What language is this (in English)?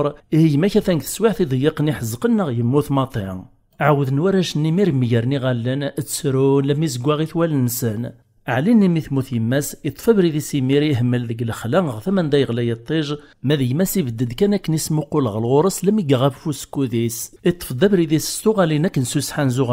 Kabyle